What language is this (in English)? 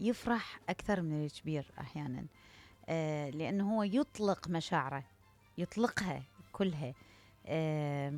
Mesopotamian Arabic